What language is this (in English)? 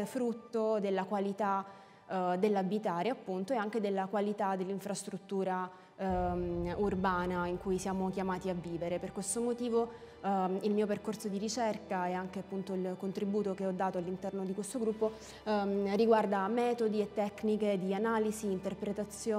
Italian